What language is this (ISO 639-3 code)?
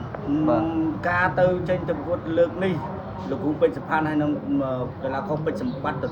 khm